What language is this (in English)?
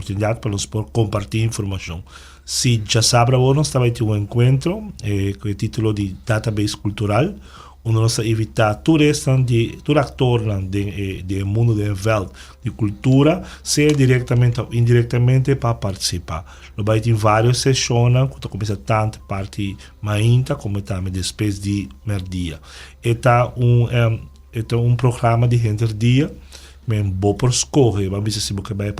Papiamento